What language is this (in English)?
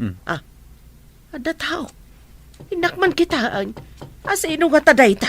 Iloko